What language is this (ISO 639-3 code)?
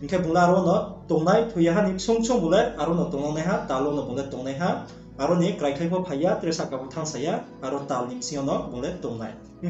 ria